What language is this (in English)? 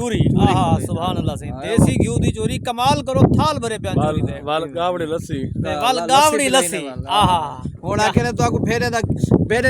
Saraiki